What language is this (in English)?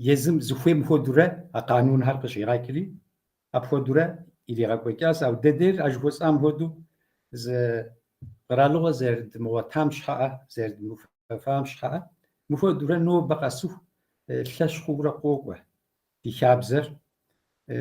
Kabardian